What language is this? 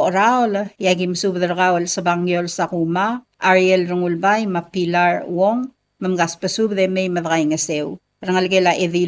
Palauan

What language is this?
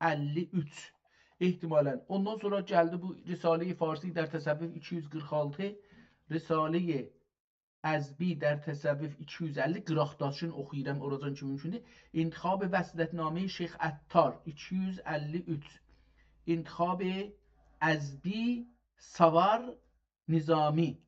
South Azerbaijani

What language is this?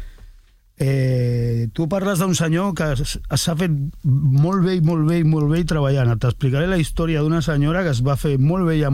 Catalan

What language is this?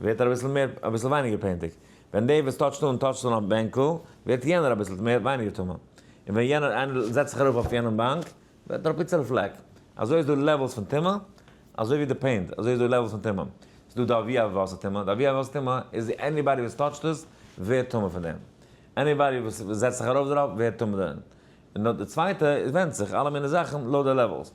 Yiddish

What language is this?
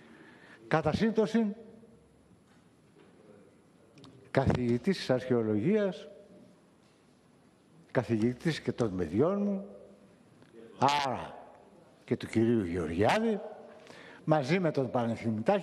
Greek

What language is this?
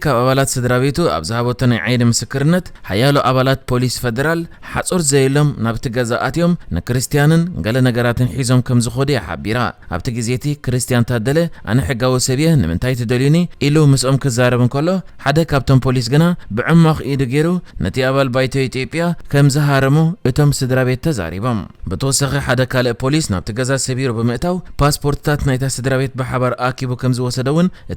Tigrinya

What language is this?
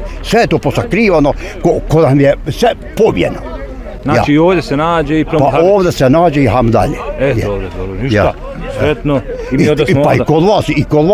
Bosnian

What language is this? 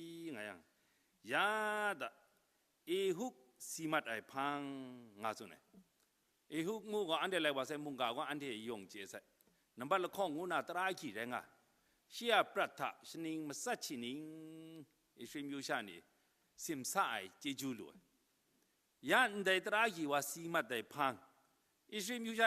Kachin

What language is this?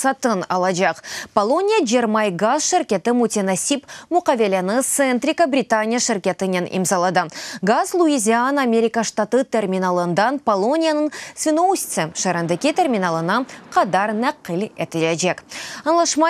Crimean Tatar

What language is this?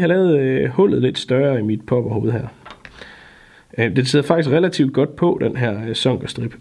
Danish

